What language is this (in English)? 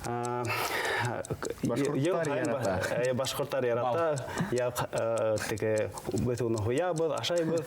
Bashkir